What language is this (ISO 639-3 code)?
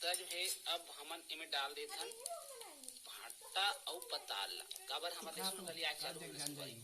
hne